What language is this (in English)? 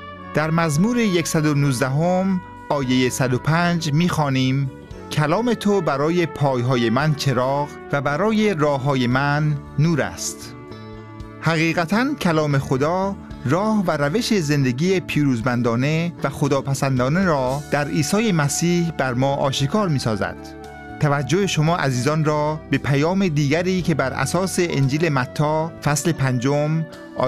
Persian